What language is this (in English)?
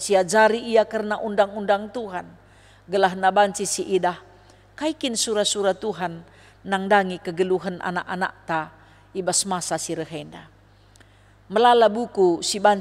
Batak Karo